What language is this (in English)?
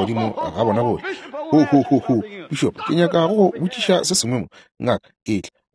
Northern Sotho